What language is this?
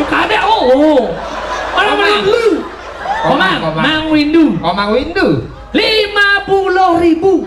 Balinese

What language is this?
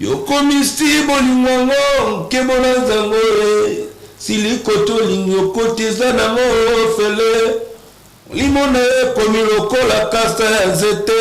Lingala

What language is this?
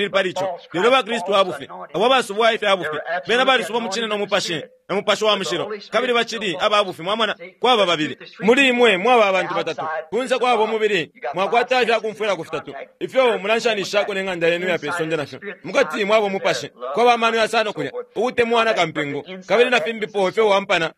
Bemba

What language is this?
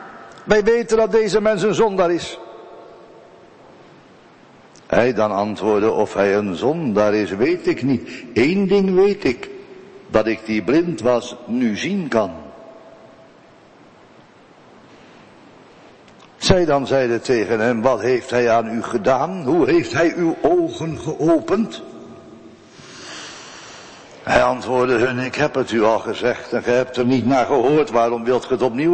Dutch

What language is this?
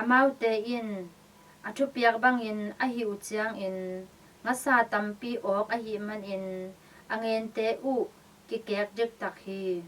Tedim Chin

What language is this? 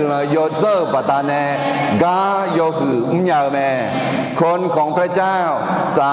Akha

